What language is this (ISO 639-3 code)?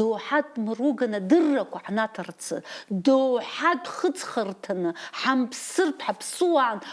abk